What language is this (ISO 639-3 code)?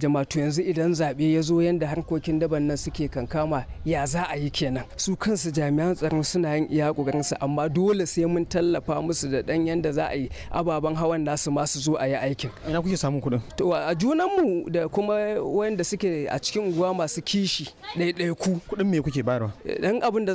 hau